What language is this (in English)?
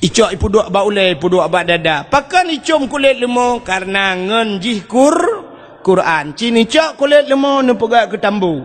Achinese